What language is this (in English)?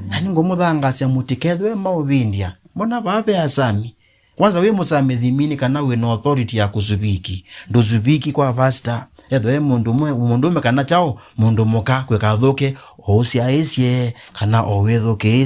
Kamba